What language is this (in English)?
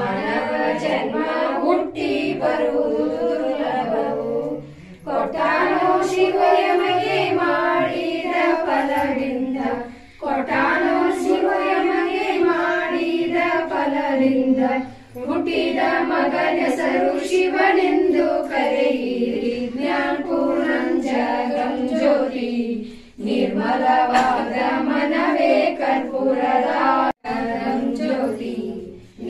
Kannada